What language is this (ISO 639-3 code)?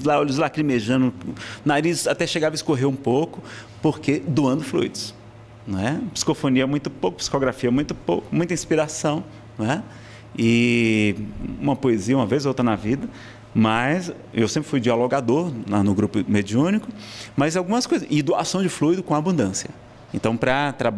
por